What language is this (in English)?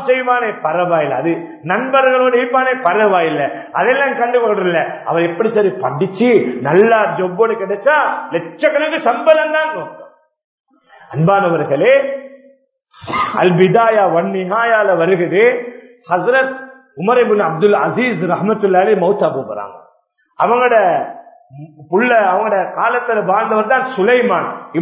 Tamil